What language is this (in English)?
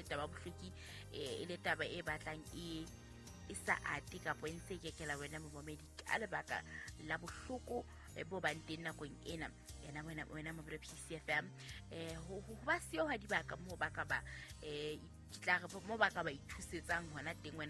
Southern Sotho